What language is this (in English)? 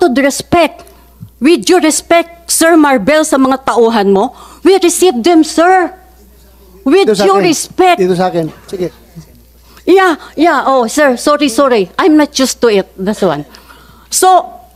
Filipino